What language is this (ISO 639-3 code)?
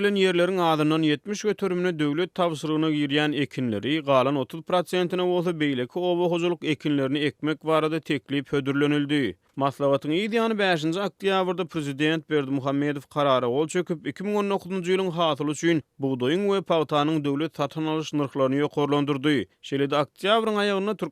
tuk